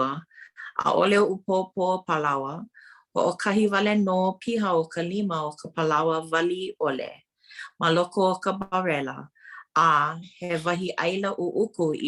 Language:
Hawaiian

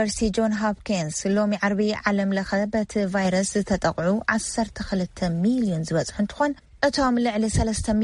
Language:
Tigrinya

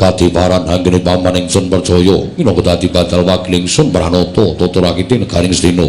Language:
Javanese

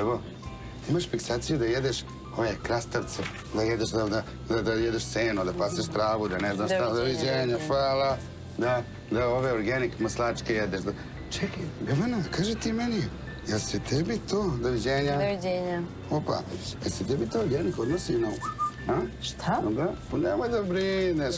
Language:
Serbian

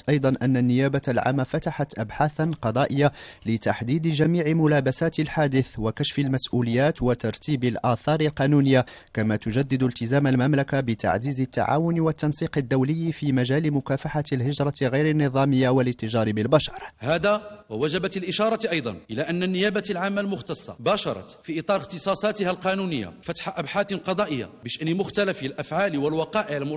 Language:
Arabic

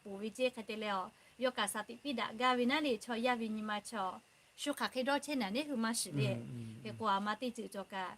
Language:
Lahu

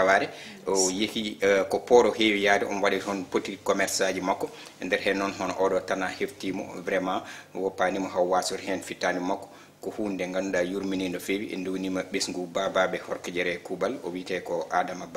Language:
Fula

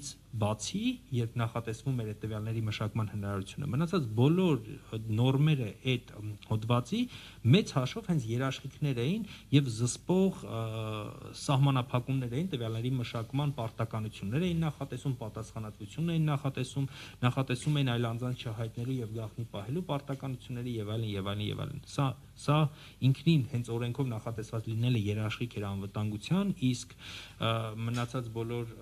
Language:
Armenian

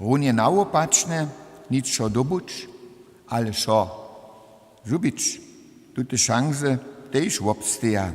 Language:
Upper Sorbian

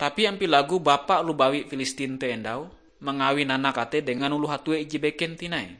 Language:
Ngaju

